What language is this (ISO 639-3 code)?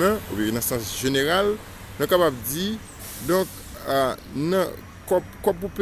hat